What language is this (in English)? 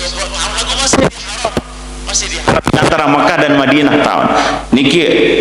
Sasak